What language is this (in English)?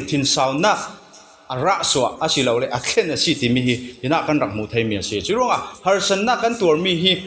Falam Chin